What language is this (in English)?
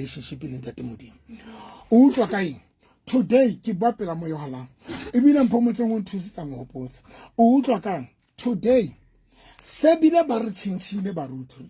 Southern Sotho